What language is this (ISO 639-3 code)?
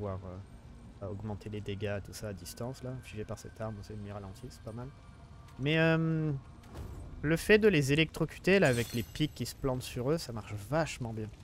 fra